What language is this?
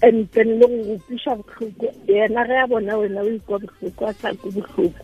Tswana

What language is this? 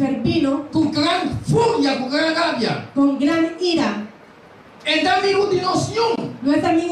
Papiamento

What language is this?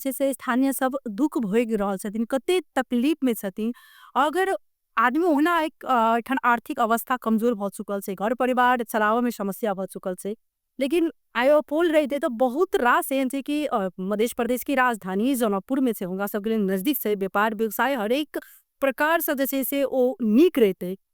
Maithili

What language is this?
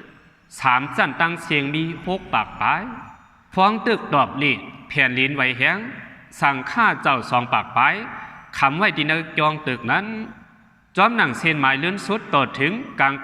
Shan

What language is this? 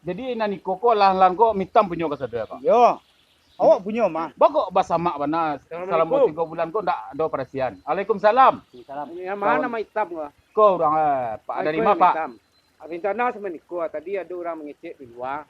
Minangkabau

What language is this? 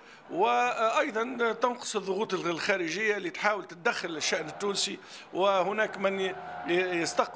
Tunisian Arabic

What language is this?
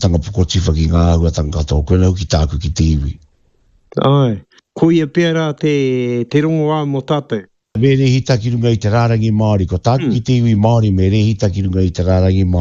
Māori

